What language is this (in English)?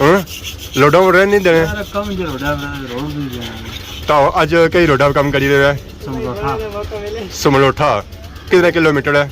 Pahari-Potwari